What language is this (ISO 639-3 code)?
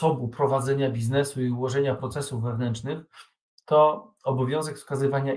pol